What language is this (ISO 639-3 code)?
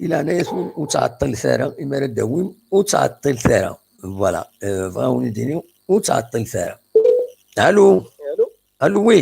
kab